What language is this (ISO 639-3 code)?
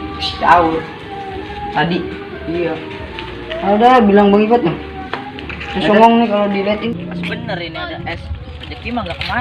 bew